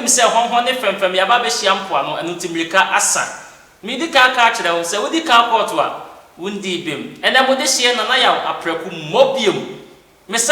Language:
Akan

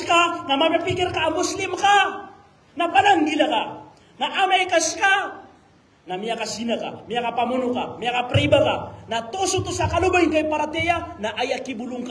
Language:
Maranao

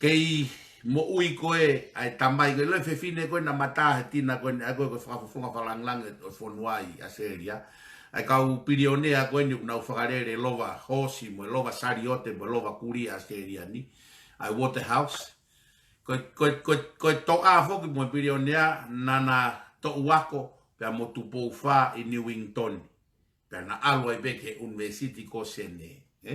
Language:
Tongan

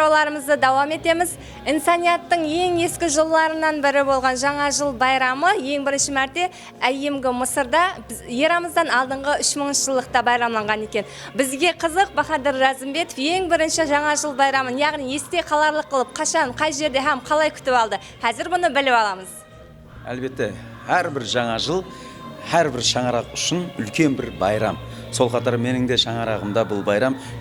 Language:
Kara-Kalpak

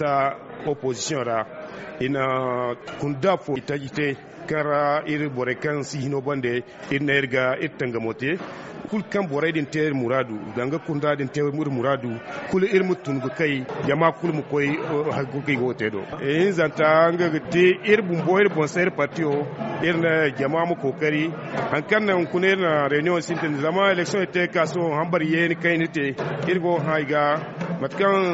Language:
Zarma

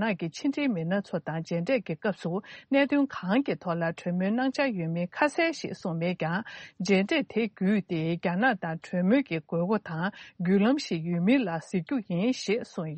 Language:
Tibetan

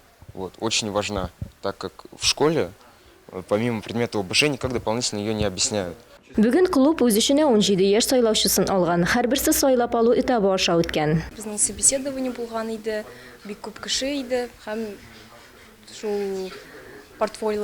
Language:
Tatar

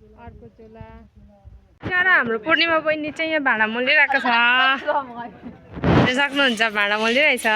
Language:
Nepali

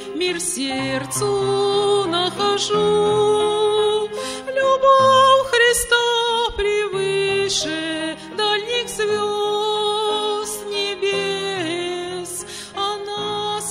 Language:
Russian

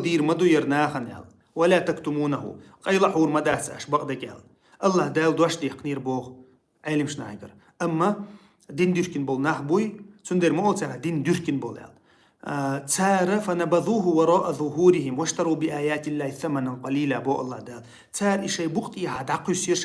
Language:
Chechen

